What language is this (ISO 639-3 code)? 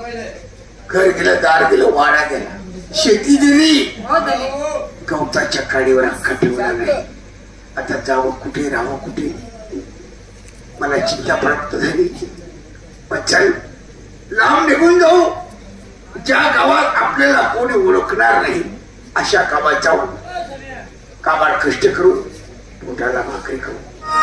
mar